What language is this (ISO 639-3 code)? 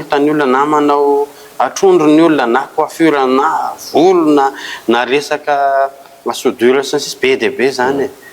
mlg